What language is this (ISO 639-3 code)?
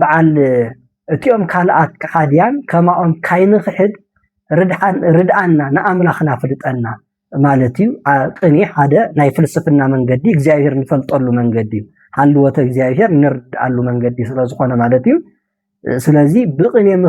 tir